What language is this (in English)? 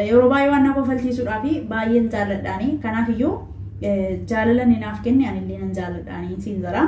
Oromo